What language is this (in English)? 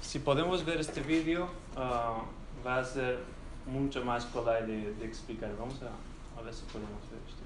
Ladino